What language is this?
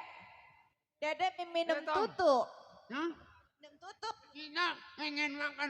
Betawi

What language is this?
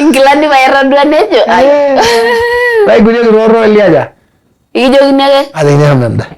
Masai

